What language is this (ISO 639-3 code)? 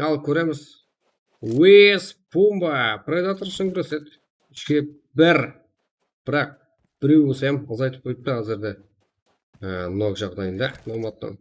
kaa